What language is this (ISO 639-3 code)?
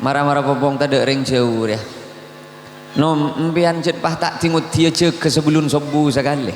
mad